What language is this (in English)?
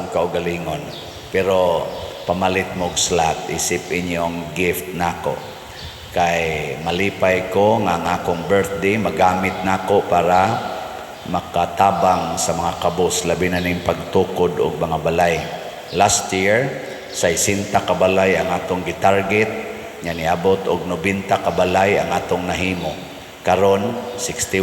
Cebuano